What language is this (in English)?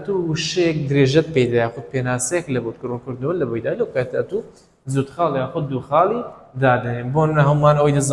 Central Kurdish